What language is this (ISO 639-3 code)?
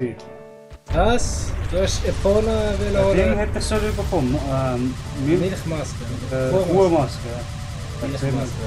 gsw